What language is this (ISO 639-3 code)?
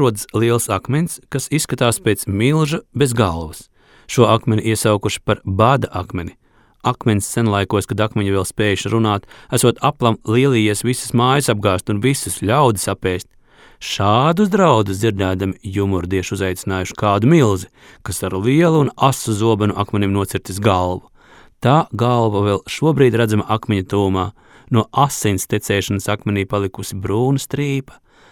lav